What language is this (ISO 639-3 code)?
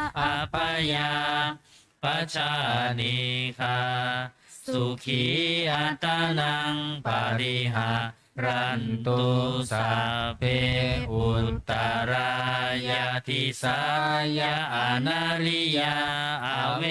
pli